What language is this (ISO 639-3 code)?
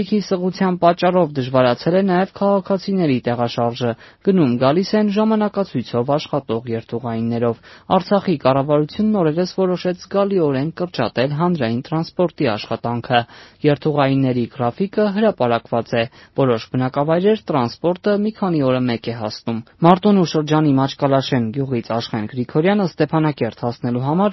hye